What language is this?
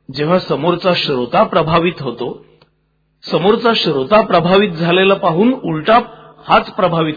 Marathi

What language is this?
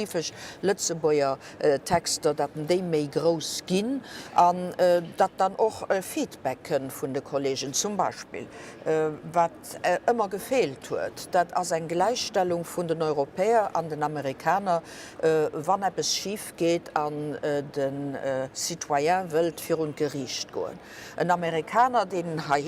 Luxembourgish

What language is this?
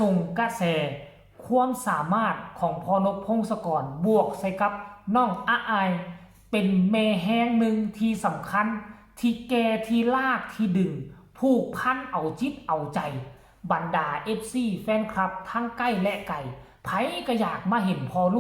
Northeastern Thai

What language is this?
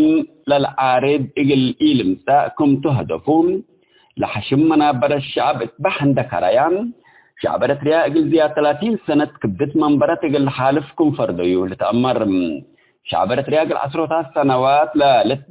Tigre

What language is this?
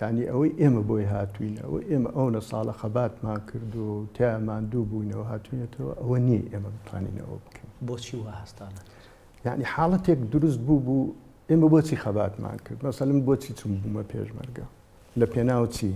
Central Kurdish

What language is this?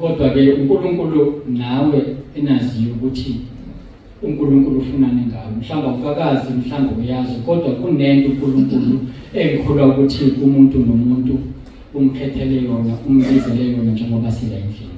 Zulu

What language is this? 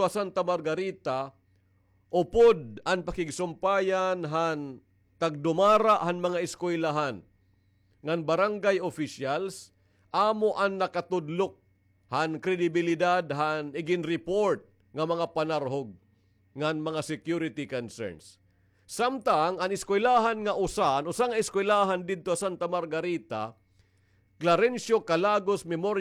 Waray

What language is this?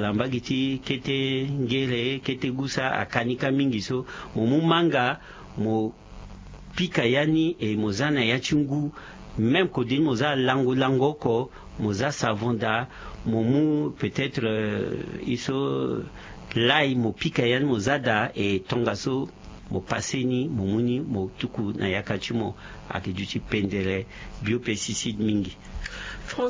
Sango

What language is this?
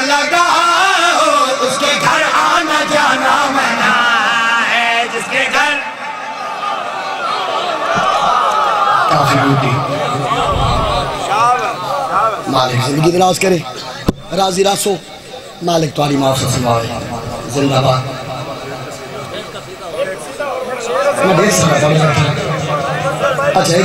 Urdu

